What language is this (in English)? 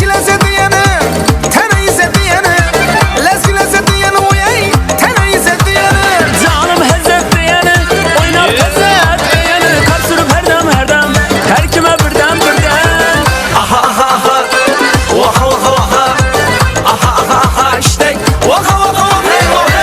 Kara-Kalpak